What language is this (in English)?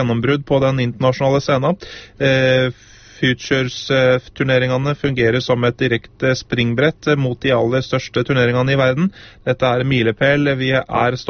Norwegian